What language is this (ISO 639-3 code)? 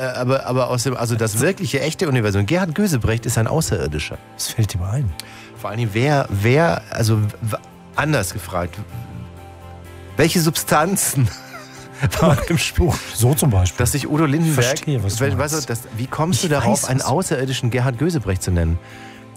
deu